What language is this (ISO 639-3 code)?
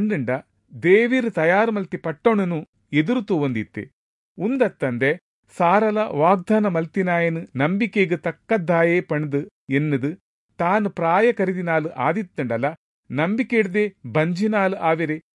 tcy